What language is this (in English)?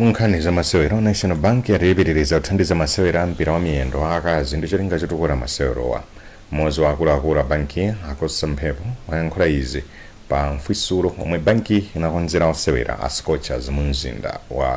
Nyanja